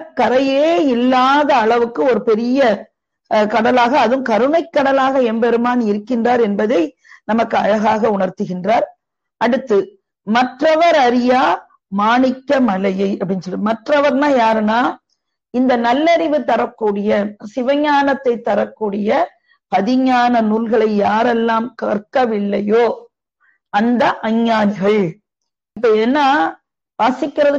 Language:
Tamil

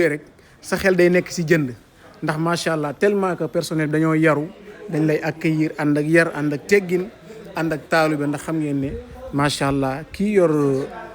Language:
Wolof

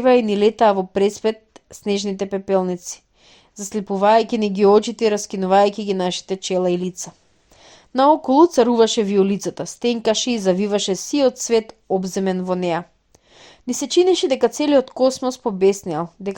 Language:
Macedonian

